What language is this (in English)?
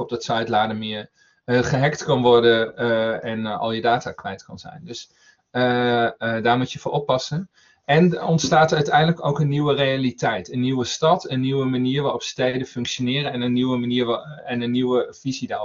Dutch